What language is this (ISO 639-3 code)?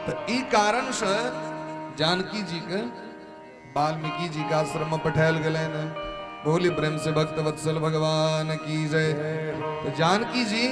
mai